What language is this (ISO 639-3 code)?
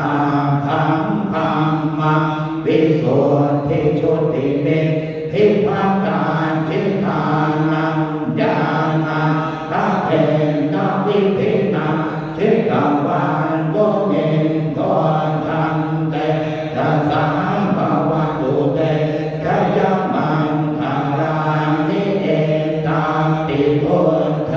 pli